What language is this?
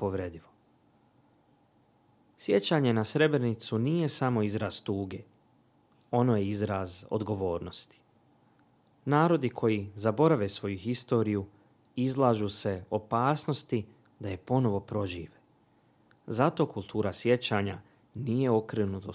Bosnian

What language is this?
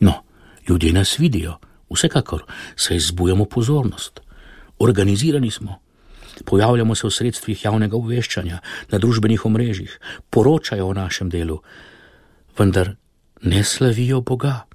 Slovenian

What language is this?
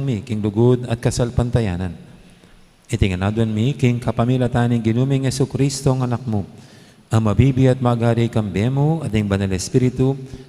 Pampanga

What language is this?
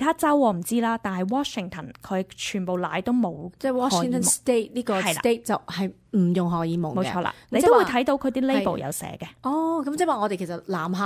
Cantonese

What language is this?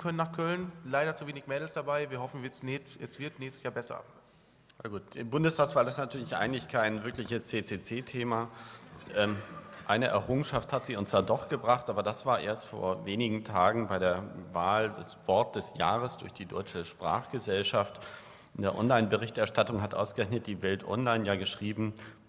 German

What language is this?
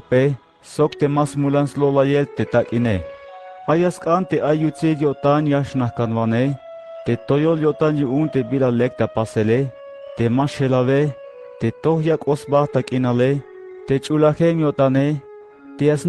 Tzeltal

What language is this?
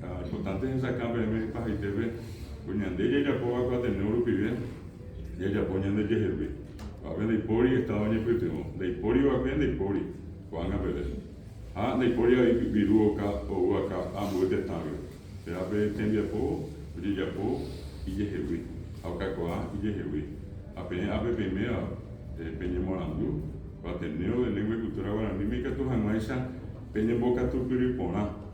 Guarani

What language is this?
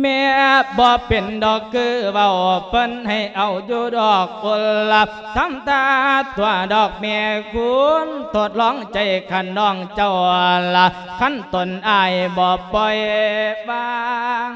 Lao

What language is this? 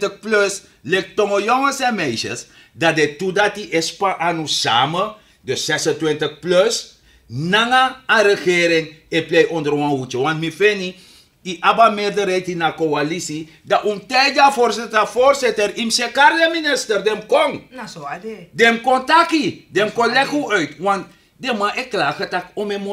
Sranan Tongo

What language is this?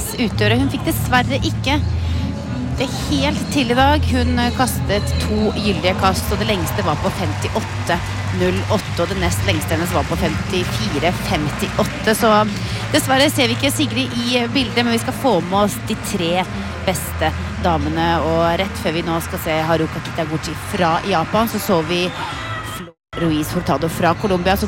Norwegian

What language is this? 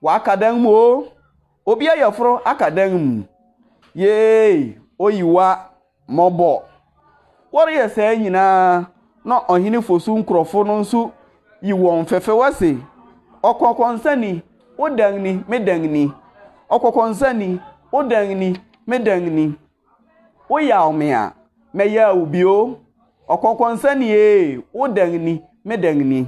Akan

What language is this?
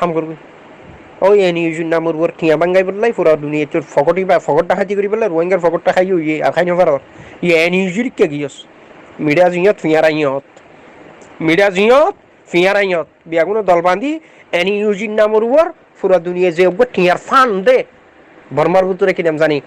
Rohingya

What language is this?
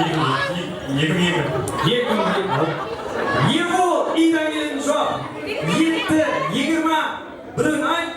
Kara-Kalpak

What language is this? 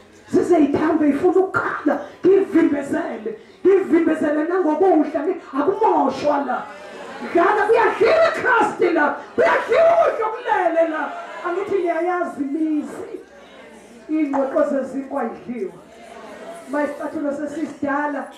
Zulu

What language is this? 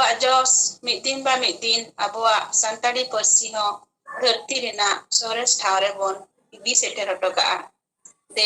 Santali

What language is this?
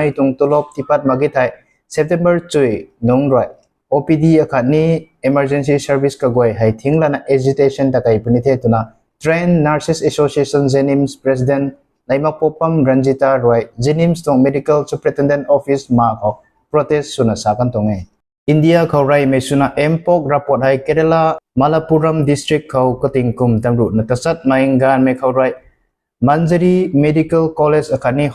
Rongmei Naga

